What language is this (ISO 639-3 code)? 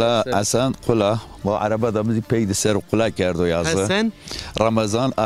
zza